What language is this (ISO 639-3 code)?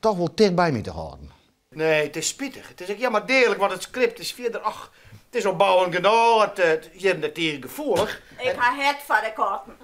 fry